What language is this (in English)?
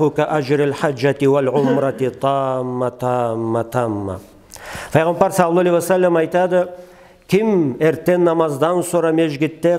Karachay-Balkar